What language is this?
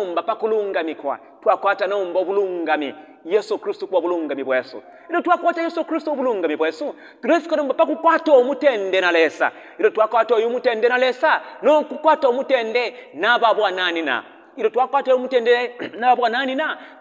Bemba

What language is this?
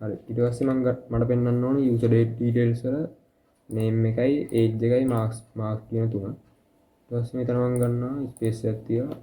Sinhala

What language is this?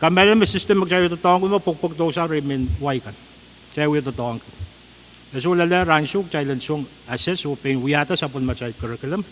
Pohnpeian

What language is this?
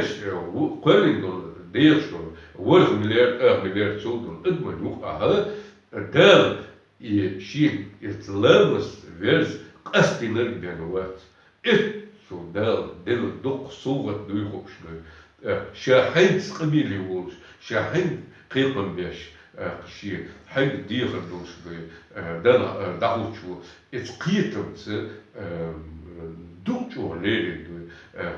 Chechen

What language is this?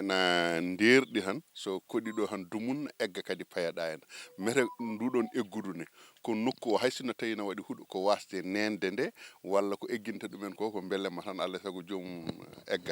Fula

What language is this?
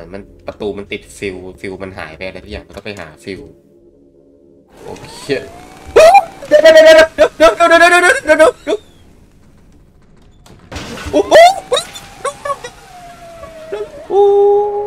Thai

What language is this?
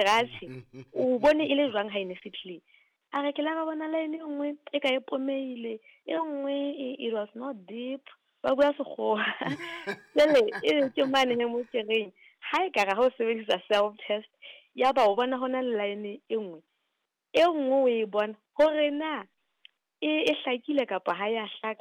Southern Sotho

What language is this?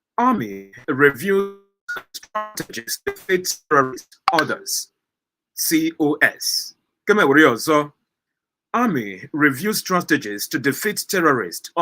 Igbo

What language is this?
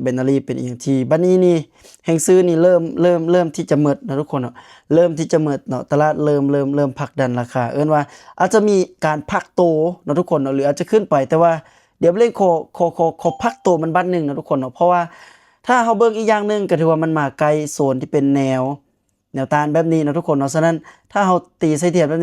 Lao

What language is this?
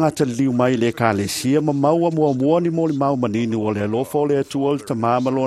Samoan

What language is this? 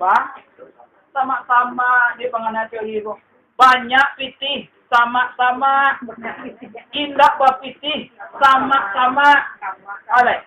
Minangkabau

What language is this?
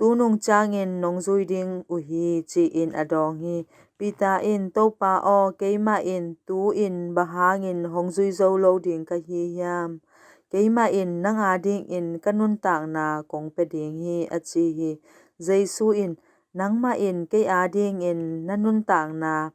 Tedim Chin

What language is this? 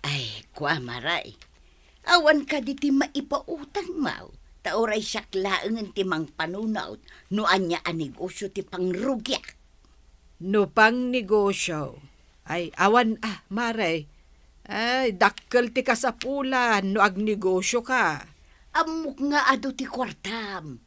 Iloko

